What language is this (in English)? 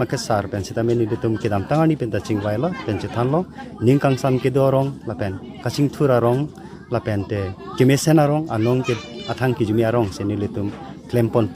Karbi